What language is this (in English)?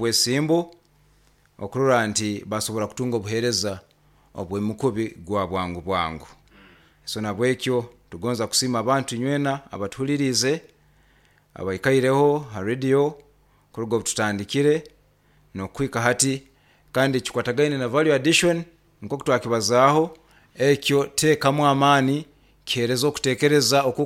Nyoro